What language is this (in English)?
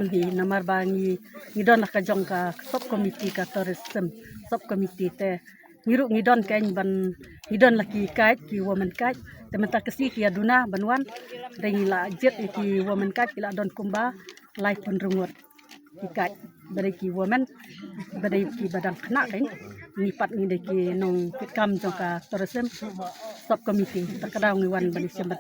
Khasi